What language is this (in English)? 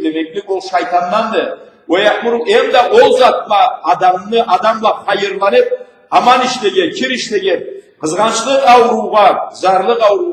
Karachay-Balkar